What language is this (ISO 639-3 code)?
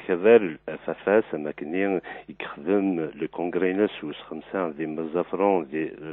kab